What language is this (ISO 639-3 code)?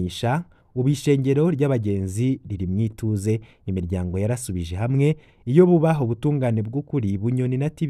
run